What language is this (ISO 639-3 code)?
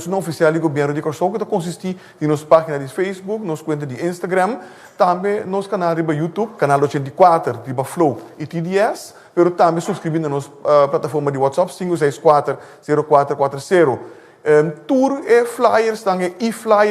pap